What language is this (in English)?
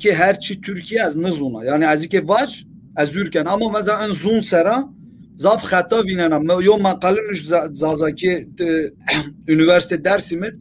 Zaza